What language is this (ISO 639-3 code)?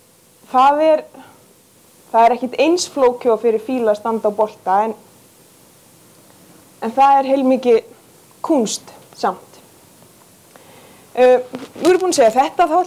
isl